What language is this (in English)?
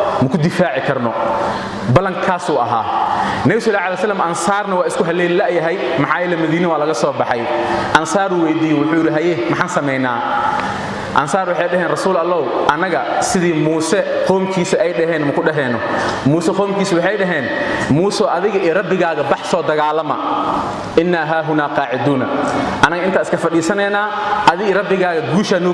Somali